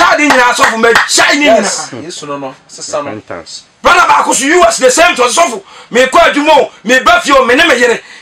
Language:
Akan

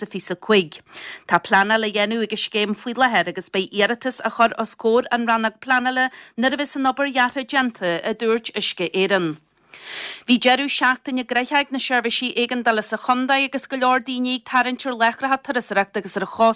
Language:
Irish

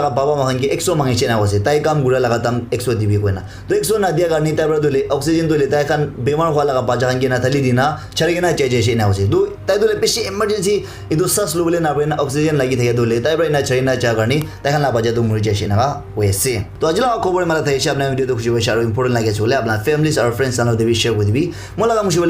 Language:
Naga Pidgin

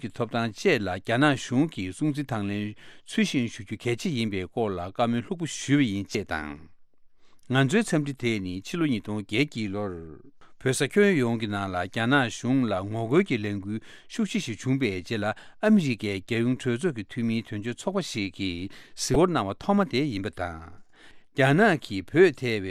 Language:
Tibetan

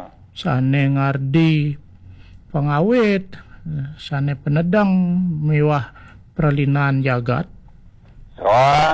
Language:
Balinese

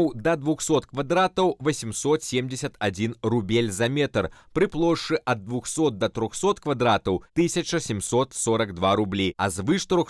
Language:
Belarusian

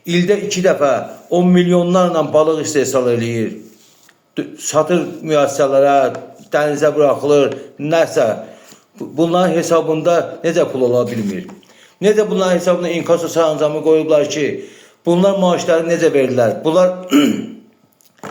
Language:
Azerbaijani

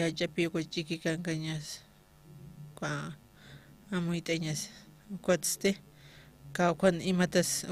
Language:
Aymara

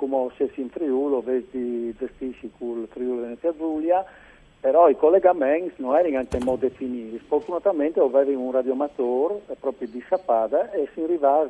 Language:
Friulian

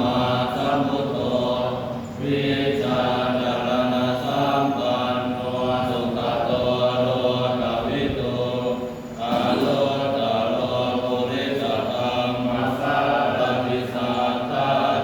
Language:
Pali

